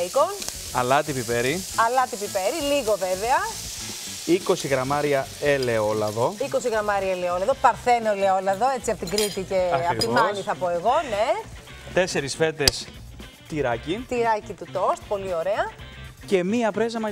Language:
Greek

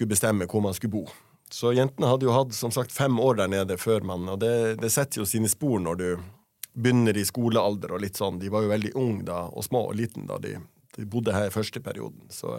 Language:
Norwegian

